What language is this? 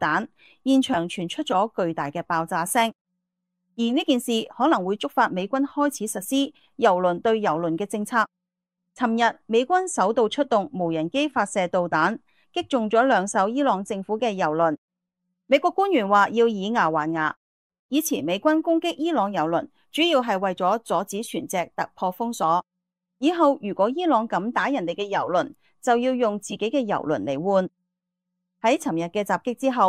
Cantonese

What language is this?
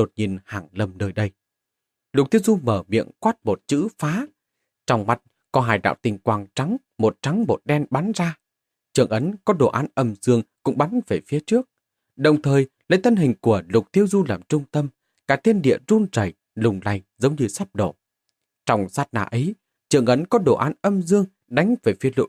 Vietnamese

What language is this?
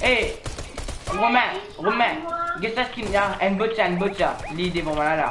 Morisyen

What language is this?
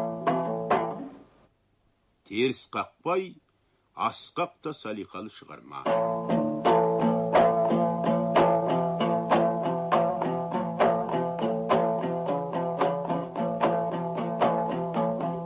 Kazakh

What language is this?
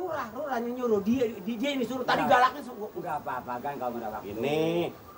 Betawi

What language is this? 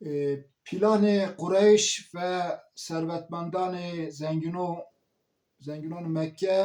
Zaza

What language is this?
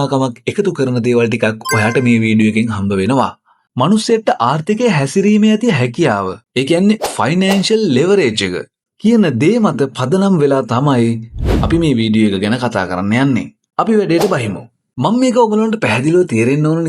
Sinhala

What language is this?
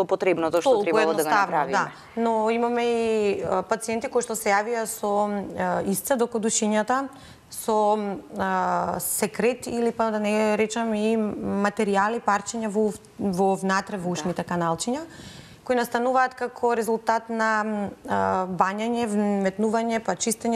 Macedonian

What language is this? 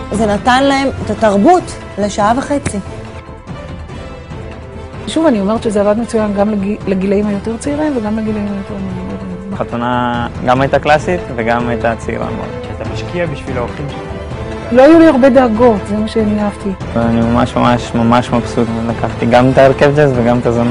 Hebrew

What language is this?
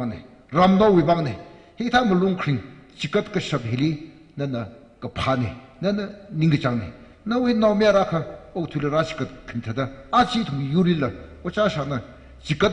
Tangkhul Naga (India)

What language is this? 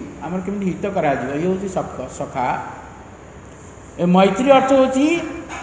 Odia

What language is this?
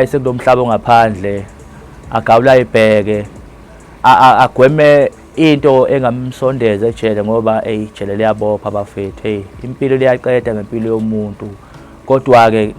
Zulu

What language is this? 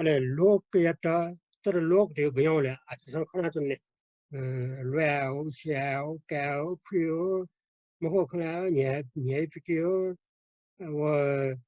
Newari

